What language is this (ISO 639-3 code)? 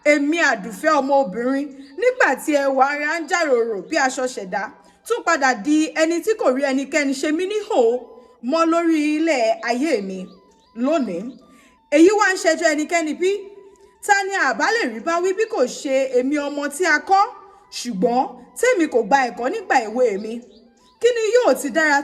yor